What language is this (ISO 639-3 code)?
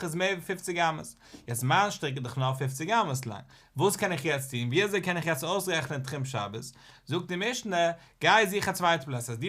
yid